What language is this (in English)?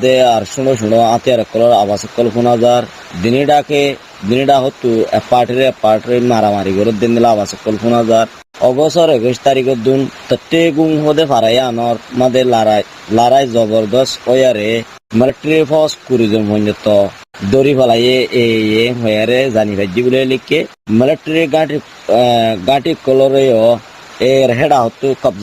Rohingya